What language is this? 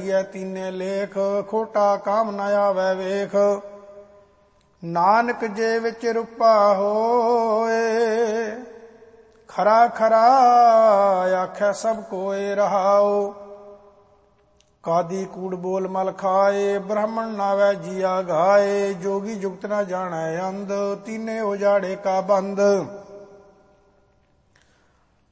Punjabi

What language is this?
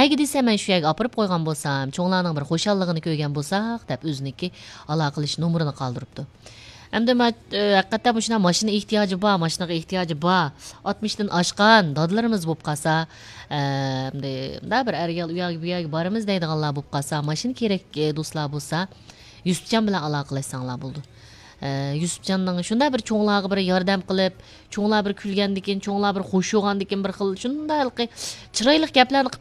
Uyghur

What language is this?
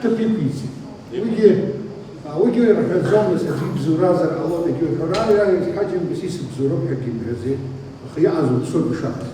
Abkhazian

